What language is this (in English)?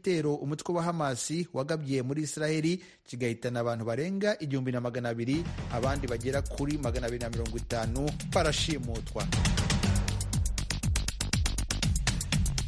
Kinyarwanda